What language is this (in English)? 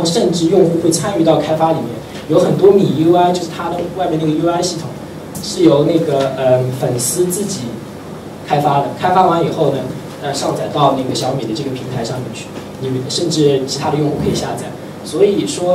Chinese